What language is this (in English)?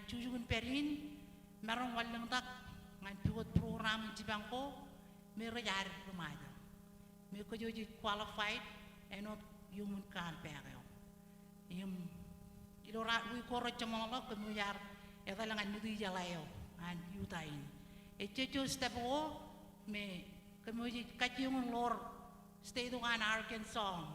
Marshallese